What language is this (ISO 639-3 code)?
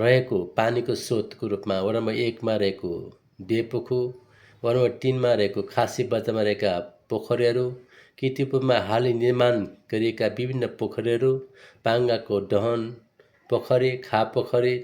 nep